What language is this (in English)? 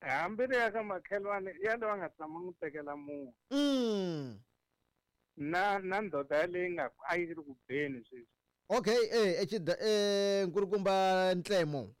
Tsonga